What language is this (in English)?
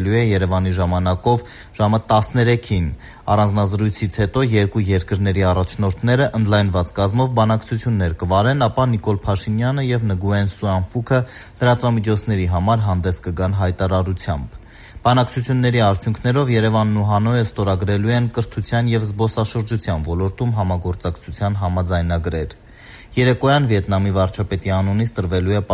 Armenian